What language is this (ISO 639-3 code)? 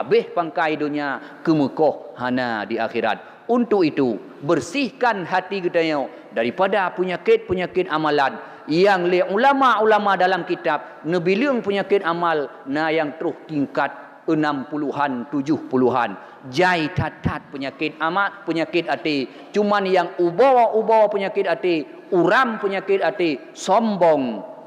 ace